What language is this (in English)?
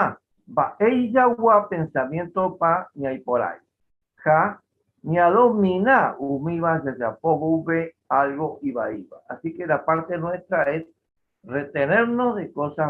Guarani